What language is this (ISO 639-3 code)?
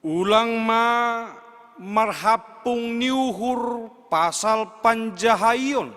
bts